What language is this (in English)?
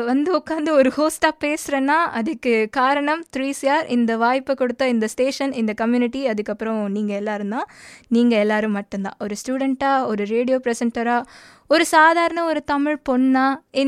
Tamil